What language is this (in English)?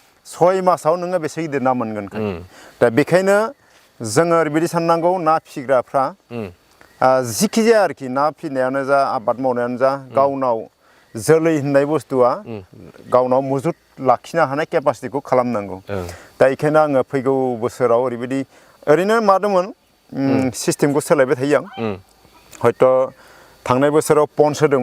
Bodo